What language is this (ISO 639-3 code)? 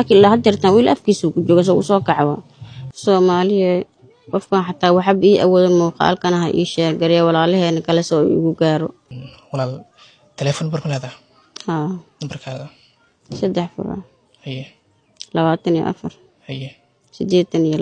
som